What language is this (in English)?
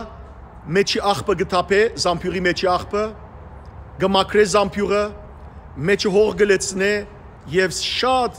Western Armenian